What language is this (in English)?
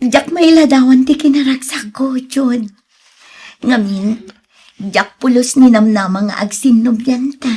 Iloko